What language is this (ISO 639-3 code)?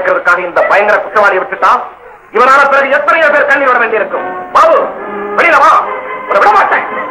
tam